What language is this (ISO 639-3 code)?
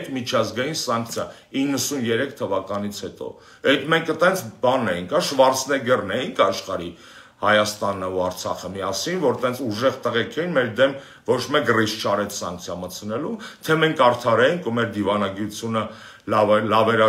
hye